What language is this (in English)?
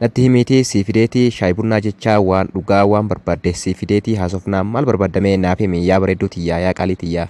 Oromo